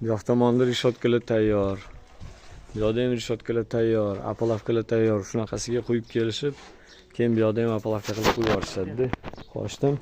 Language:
Uzbek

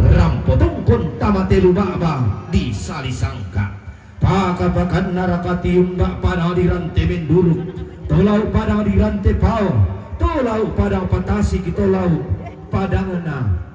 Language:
Toraja-Sa'dan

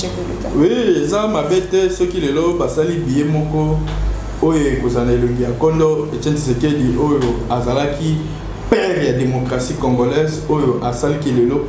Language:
Lingala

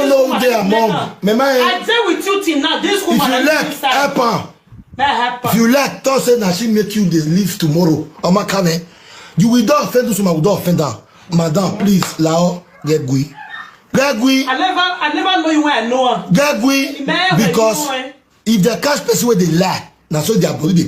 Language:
Nigerian Pidgin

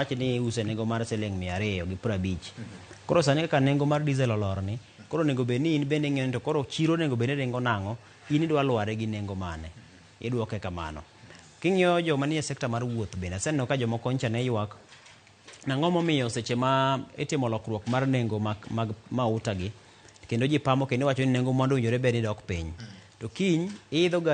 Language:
Luo (Kenya and Tanzania)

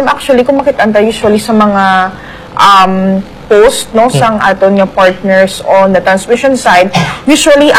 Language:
Hiligaynon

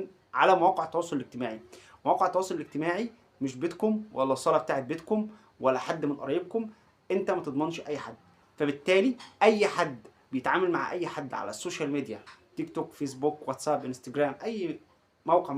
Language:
Egyptian Arabic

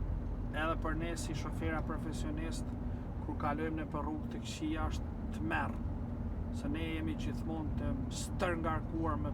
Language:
Albanian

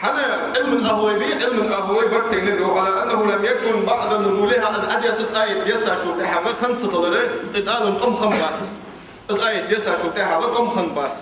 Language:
Ingush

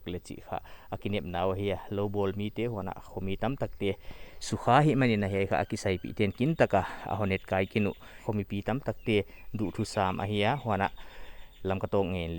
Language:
Paite Chin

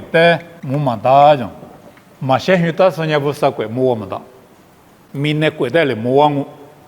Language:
Lisu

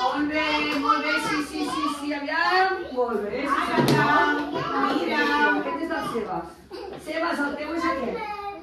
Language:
Catalan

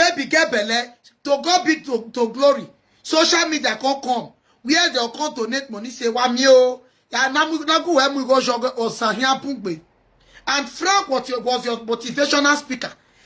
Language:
Nigerian Pidgin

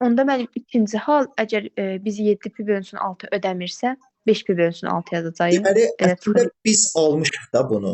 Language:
Azerbaijani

